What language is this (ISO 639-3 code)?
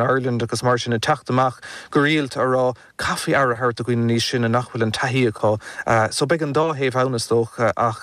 gle